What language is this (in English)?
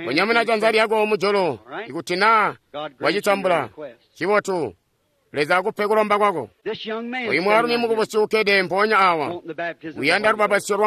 Tonga (Zambia)